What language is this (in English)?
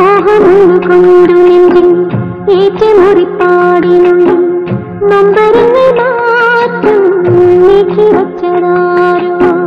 Malayalam